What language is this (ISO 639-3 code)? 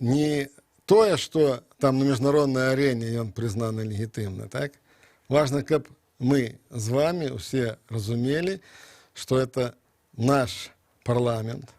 bel